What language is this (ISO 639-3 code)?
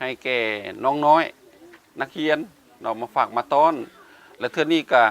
lao